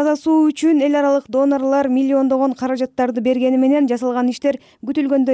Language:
Kyrgyz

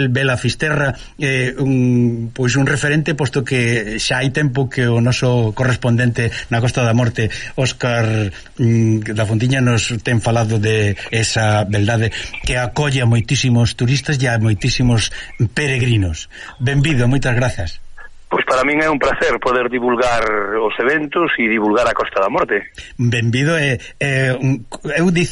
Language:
Galician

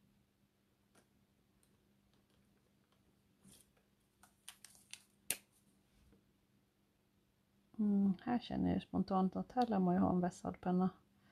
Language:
Swedish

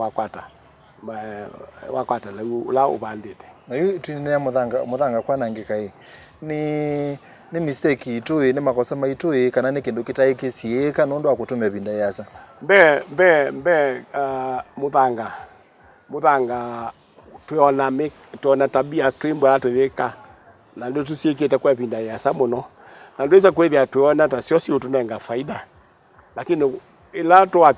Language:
Kamba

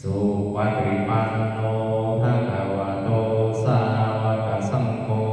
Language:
Pali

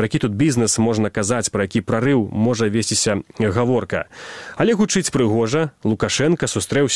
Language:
Belarusian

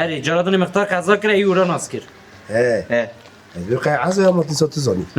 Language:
Kurdish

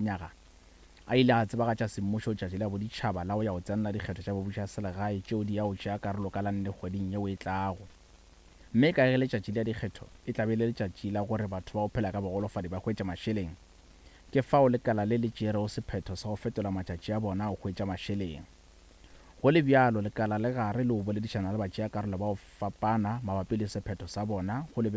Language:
Northern Sotho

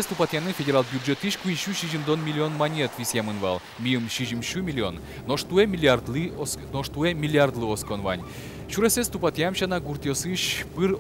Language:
Udmurt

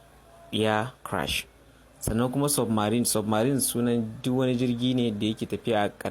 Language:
Hausa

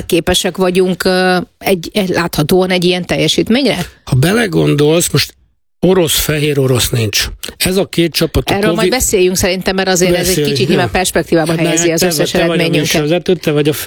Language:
Hungarian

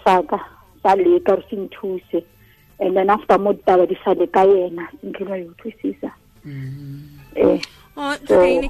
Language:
Tswana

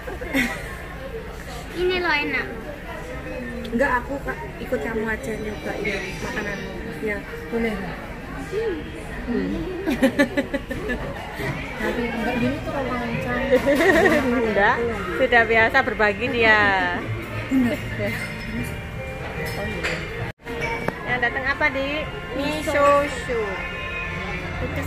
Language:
Indonesian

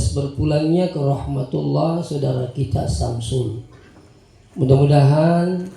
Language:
Buginese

